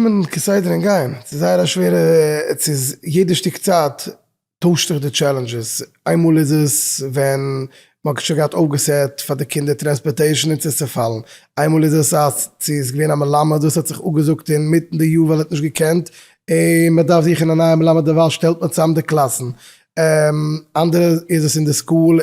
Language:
Yiddish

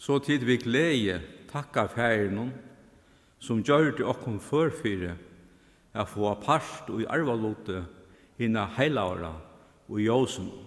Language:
Faroese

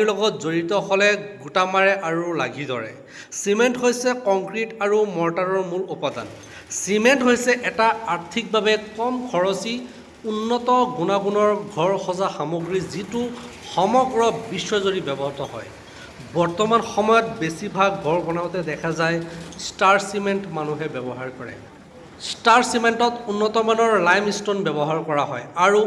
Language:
Assamese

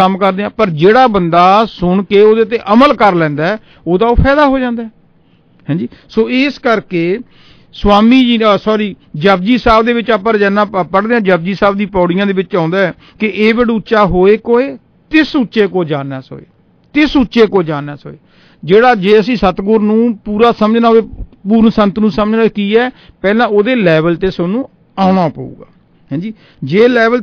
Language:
Punjabi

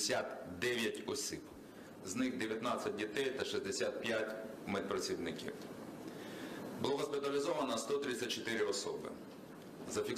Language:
Ukrainian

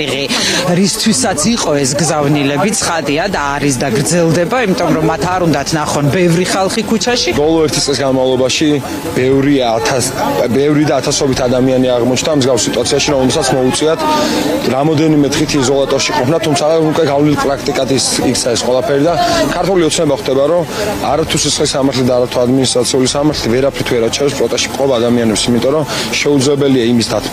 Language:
Georgian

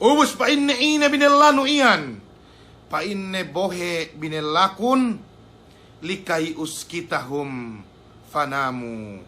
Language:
Yakan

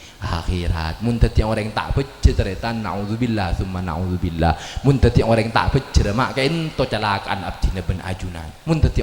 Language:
Madurese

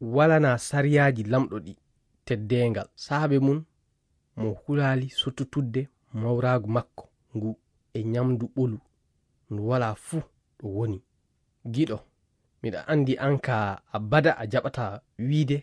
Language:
Fula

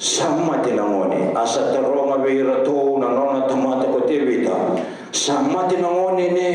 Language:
Fijian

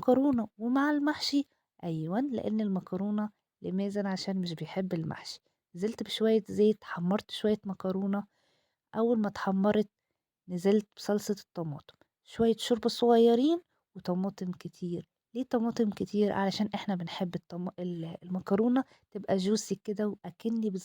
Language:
Egyptian Arabic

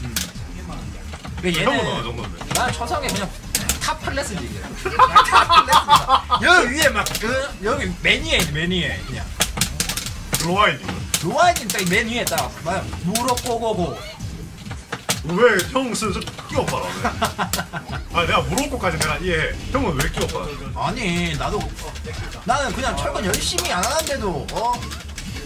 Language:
Korean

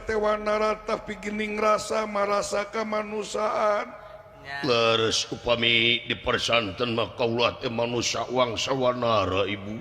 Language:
Sundanese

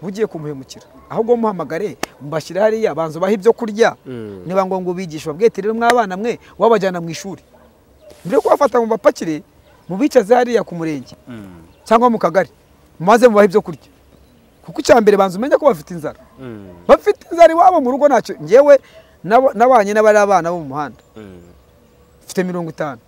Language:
Kinyarwanda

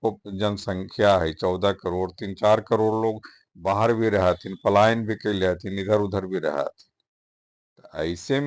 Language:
Magahi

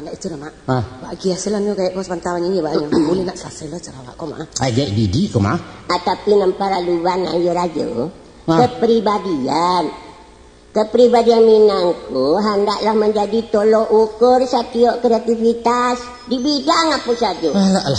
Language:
Minangkabau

